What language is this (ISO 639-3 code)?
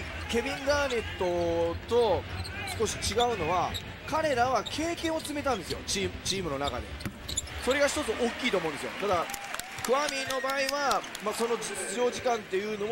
jpn